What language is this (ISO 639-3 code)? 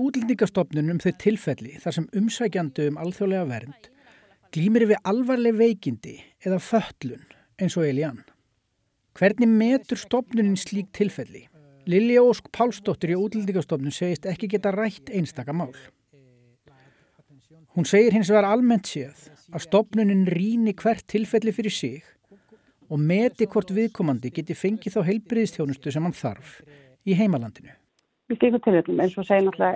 isl